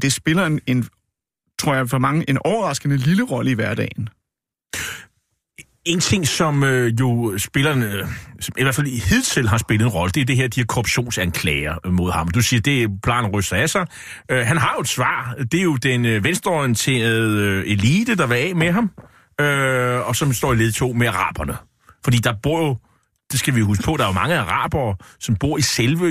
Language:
Danish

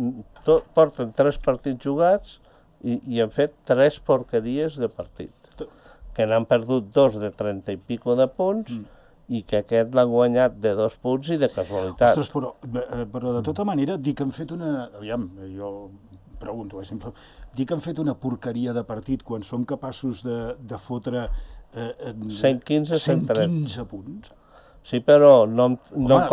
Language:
Catalan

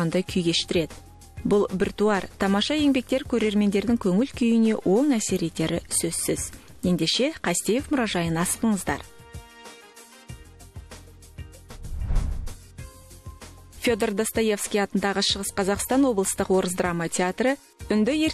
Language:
Kazakh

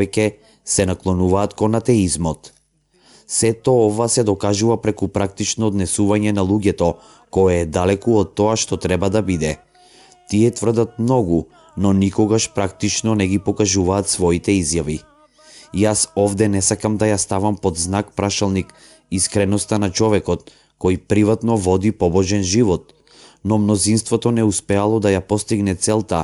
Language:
Macedonian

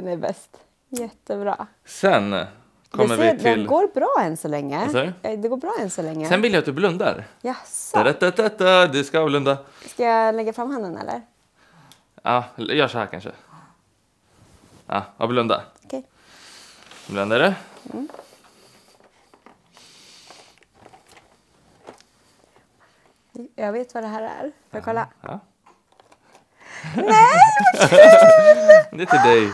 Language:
Swedish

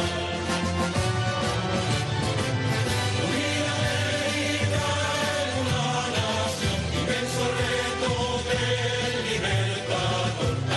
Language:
Spanish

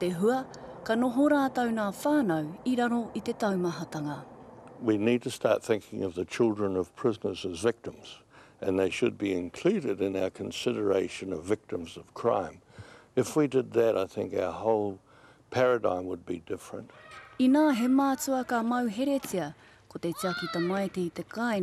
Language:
Māori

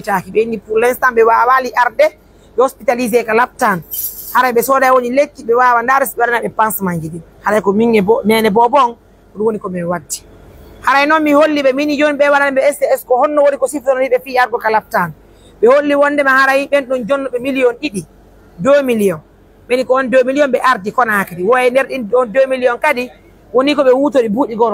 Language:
Pular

